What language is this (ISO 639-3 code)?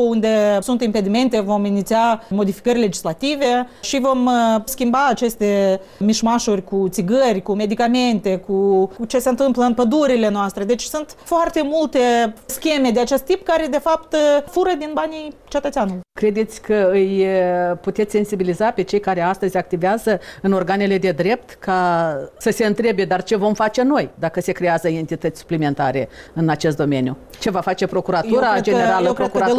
ron